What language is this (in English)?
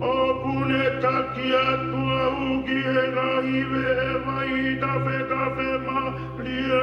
Tongan